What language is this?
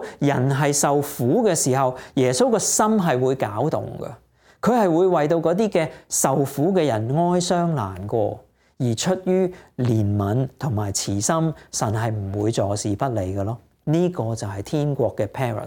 Cantonese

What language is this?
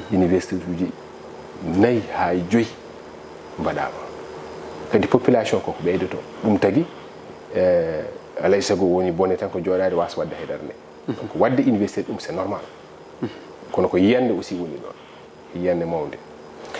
Fula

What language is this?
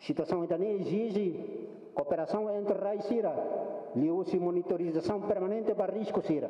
Tetum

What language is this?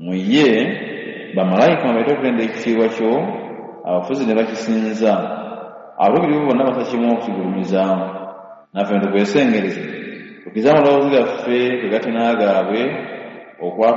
Ganda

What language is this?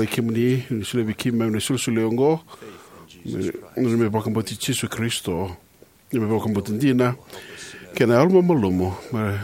Fijian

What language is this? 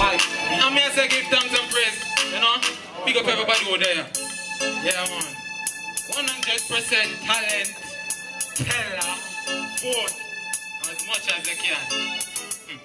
Jamaican Creole English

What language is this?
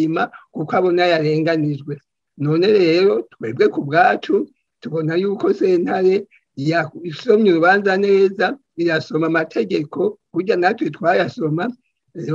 Rundi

